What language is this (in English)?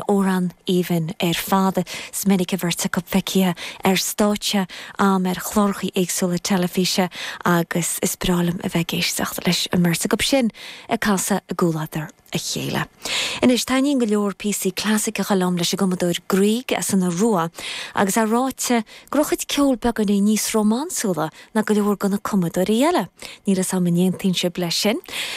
Irish